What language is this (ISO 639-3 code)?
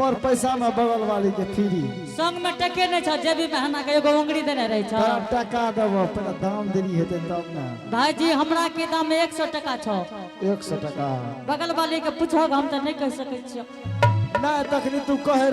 anp